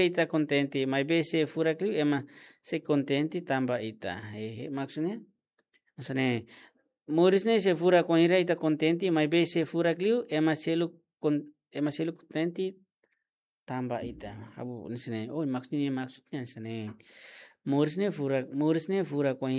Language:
Tetum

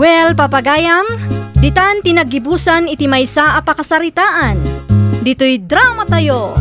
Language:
Iloko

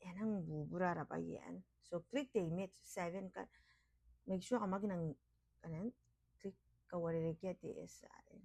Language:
Gilbertese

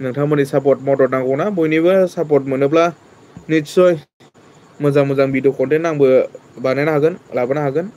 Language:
Bodo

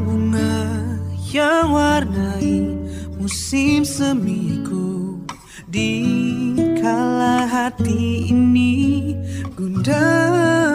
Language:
Indonesian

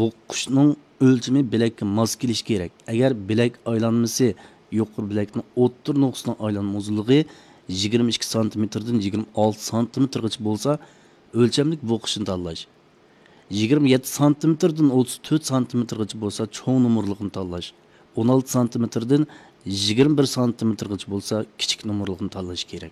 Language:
Uyghur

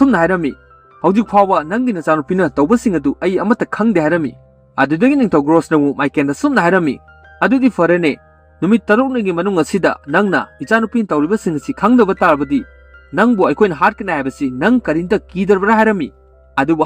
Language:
Manipuri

